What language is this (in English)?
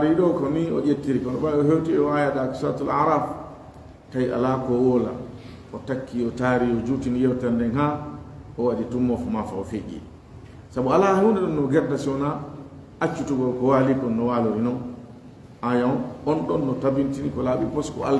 Fula